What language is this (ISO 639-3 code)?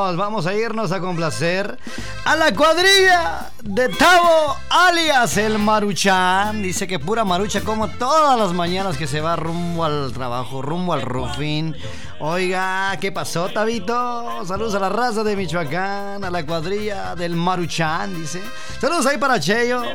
spa